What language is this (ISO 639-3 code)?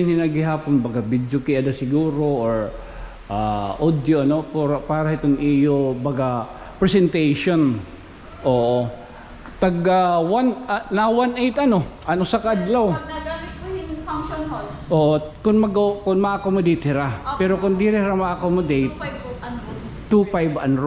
war